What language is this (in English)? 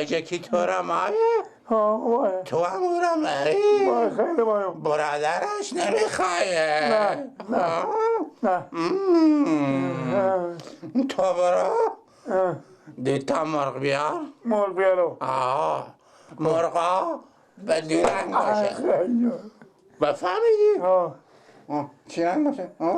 Persian